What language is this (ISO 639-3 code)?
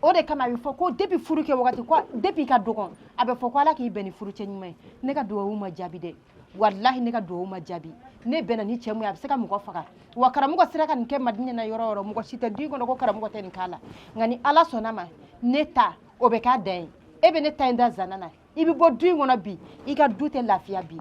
bam